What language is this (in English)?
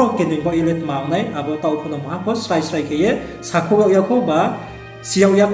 Riang (India)